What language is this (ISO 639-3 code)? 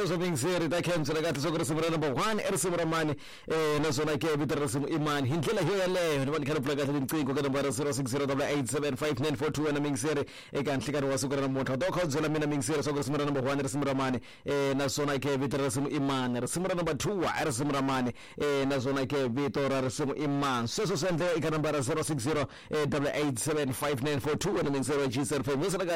tso